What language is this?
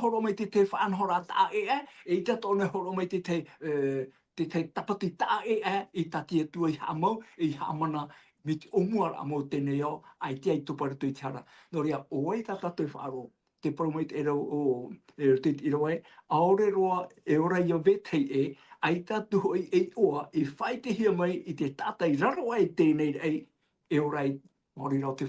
Tahitian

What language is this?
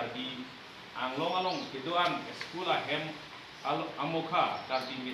Karbi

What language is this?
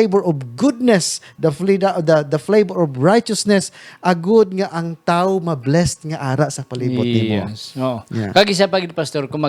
Hiligaynon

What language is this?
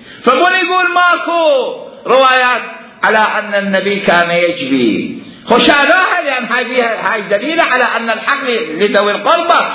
Mesopotamian Arabic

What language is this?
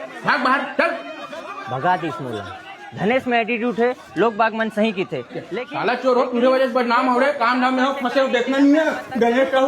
Chhattisgarhi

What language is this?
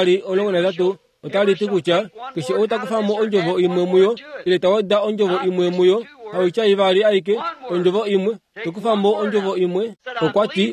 Kuanyama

